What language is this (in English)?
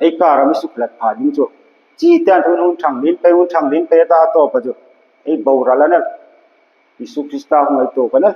Hmar